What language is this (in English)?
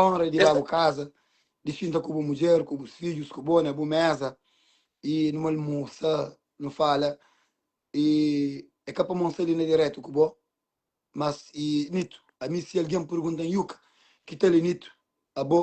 Kabuverdianu